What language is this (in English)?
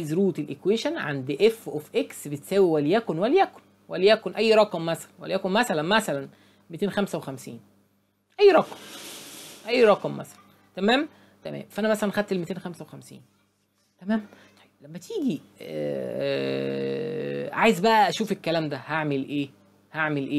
Egyptian Arabic